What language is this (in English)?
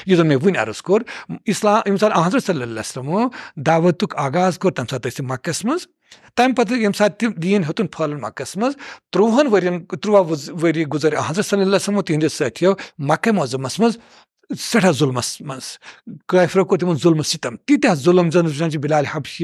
Kashmiri